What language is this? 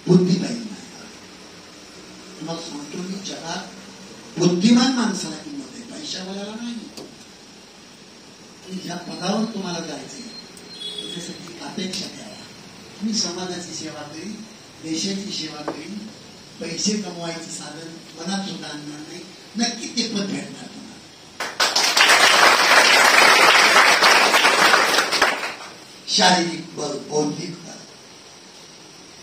Marathi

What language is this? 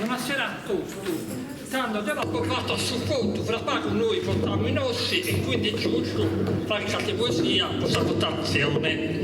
Sardinian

